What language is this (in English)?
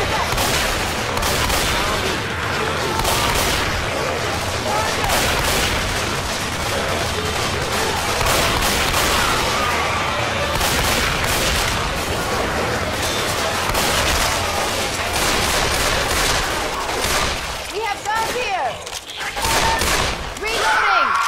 English